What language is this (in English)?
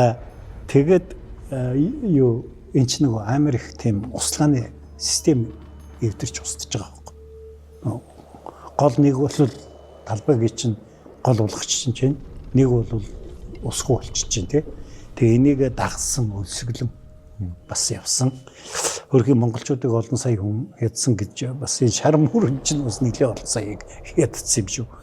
Mongolian